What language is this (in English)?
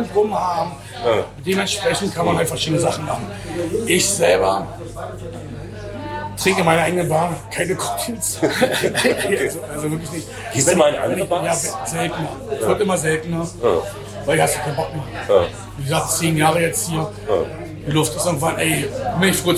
German